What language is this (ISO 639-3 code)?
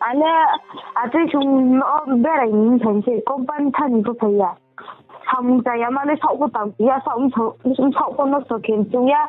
ria